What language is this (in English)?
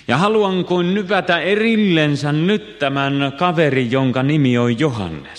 Finnish